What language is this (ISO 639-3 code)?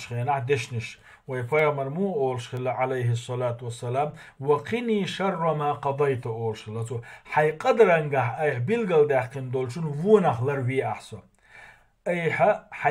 che